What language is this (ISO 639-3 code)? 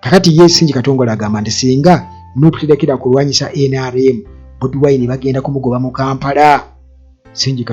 lug